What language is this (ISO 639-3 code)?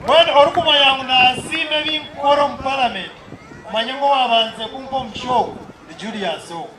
nyn